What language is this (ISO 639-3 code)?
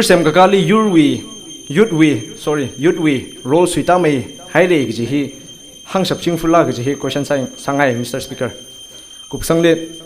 nmf